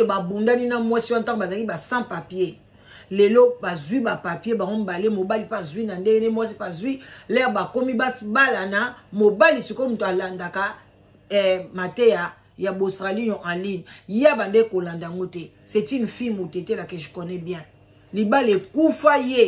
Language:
Lingala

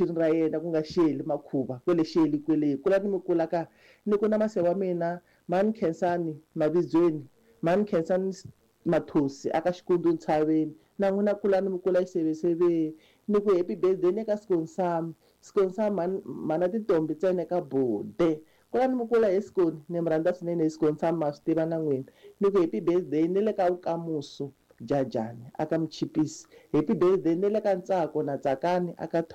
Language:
Tsonga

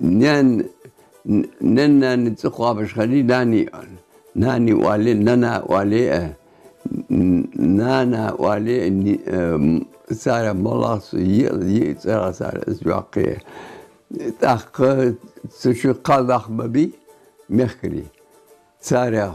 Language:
Ingush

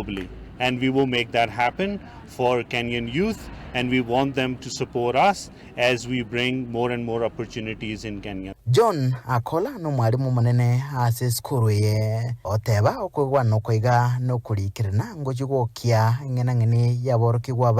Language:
Gusii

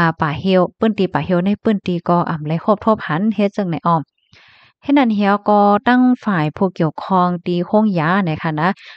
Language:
Shan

